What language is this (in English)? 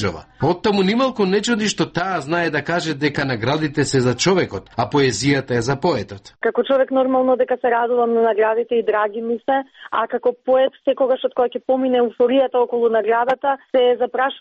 Macedonian